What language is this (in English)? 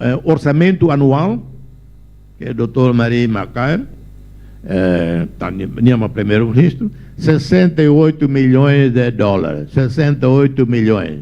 Tetum